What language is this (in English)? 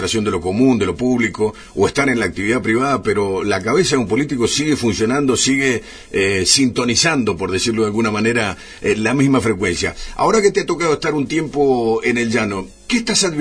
Spanish